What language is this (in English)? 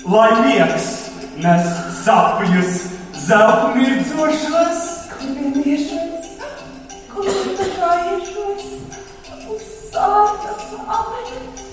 Latvian